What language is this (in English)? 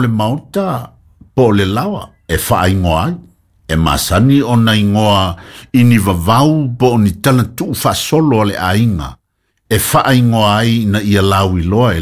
Samoan